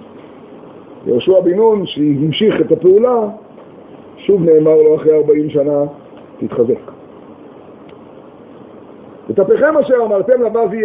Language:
Hebrew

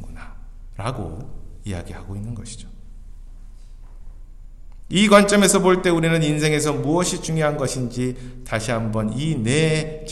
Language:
Korean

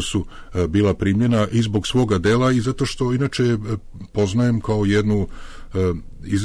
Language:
Serbian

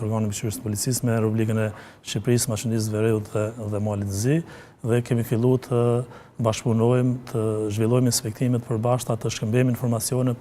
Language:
Albanian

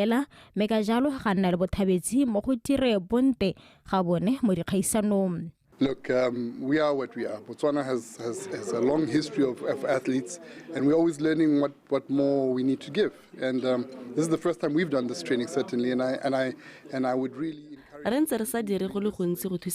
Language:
Tswana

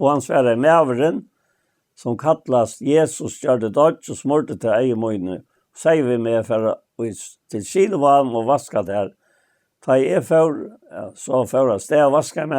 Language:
Faroese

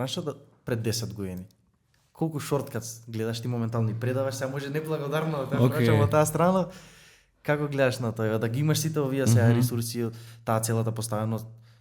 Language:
Macedonian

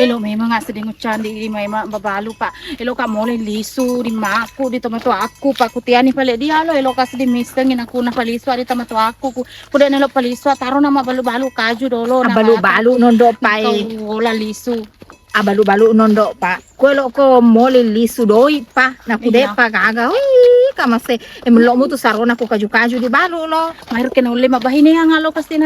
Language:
Buginese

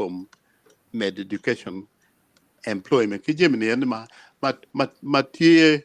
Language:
Acoli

